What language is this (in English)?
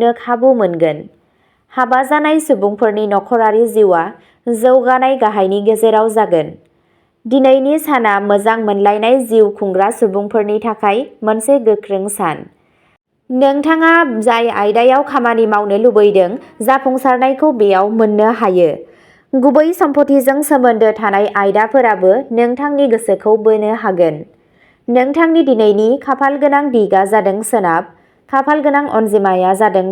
Bodo